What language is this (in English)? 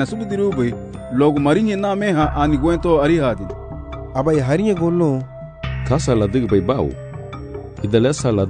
Garifuna